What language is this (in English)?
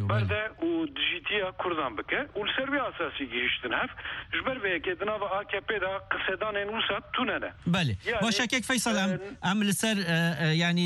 Kurdish